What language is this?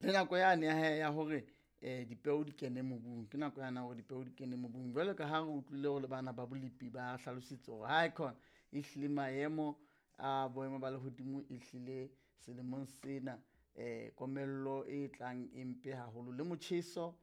Southern Sotho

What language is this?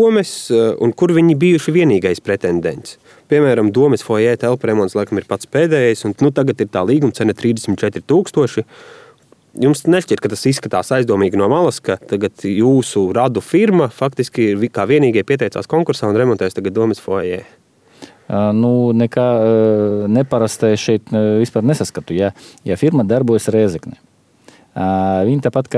Latvian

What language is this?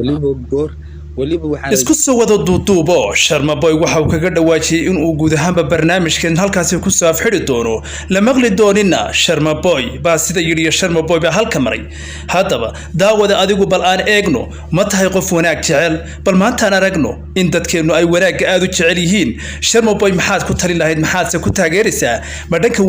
Somali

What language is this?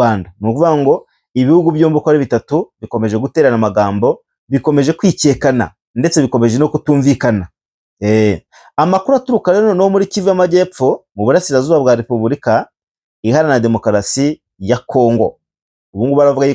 Kinyarwanda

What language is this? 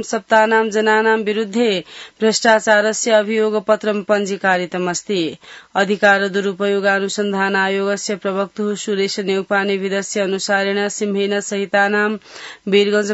Sanskrit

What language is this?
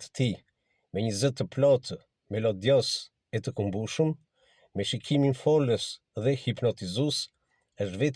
Albanian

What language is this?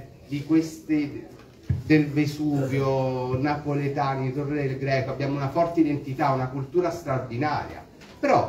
Italian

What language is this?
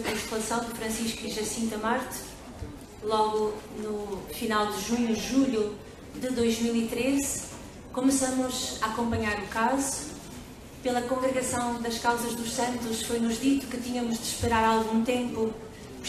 Portuguese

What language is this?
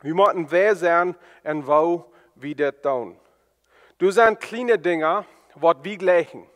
Plautdietsch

